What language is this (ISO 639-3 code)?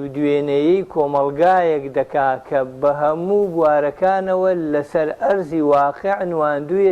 ckb